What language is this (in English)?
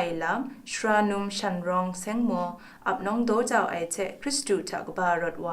Kachin